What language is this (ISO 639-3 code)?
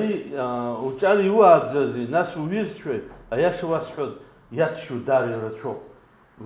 abk